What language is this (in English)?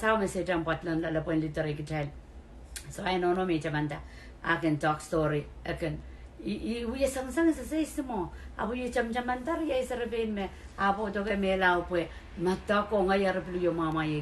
Pohnpeian